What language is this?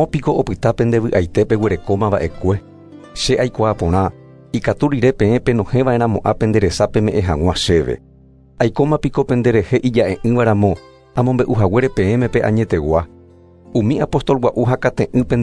Guarani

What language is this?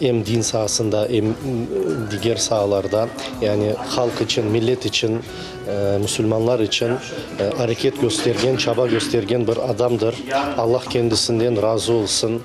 Crimean Tatar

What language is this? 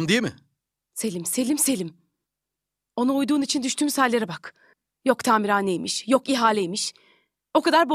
Turkish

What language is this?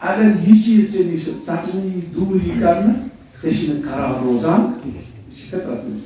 Kashmiri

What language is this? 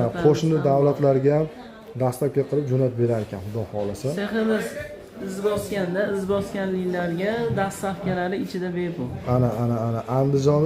Uzbek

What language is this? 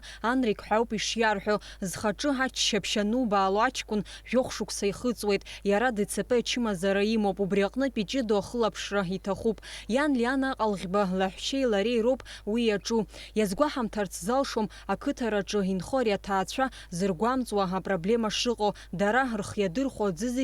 Abkhazian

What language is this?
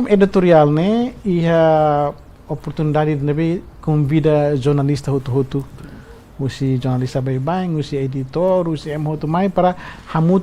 Tetum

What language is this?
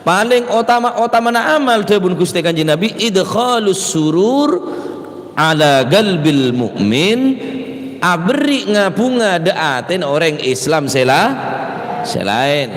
Madurese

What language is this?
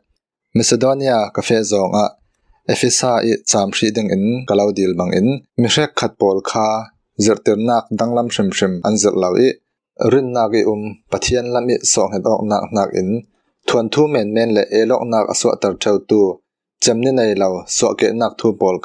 Falam Chin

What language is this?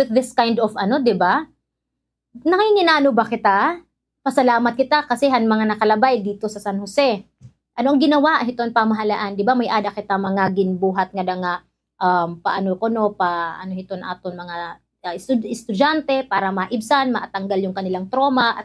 Waray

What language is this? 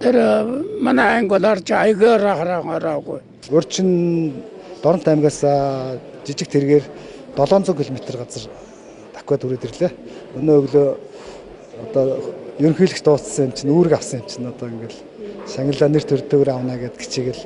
Mongolian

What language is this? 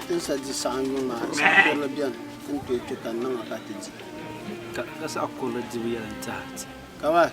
Dagbani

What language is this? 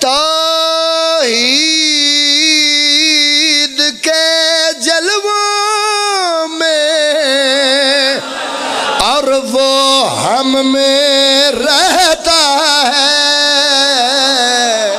Pahari-Potwari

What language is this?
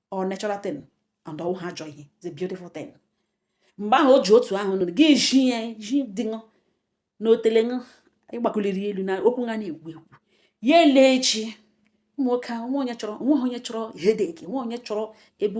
Igbo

